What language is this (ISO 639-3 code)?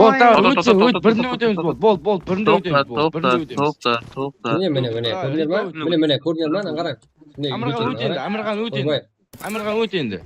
kaa